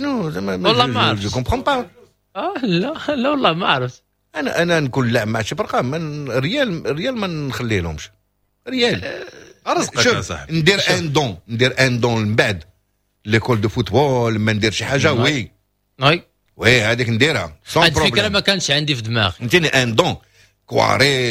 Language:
Moroccan Arabic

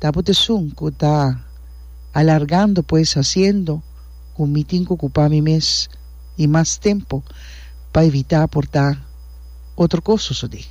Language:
Papiamento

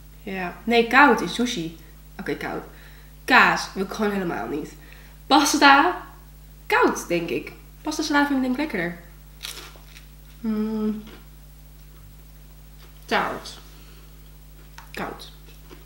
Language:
Dutch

